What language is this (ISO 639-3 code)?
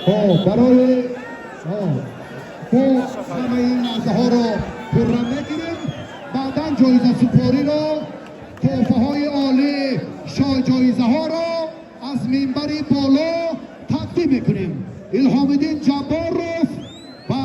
tgk